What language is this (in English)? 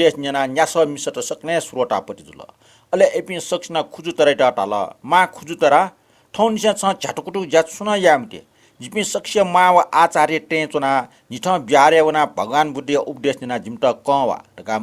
Newari